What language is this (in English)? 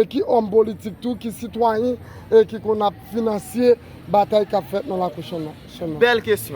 Haitian Creole